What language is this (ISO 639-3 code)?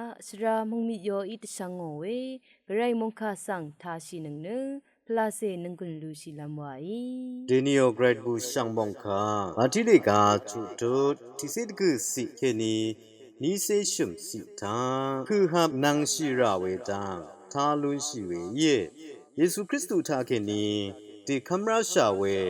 raw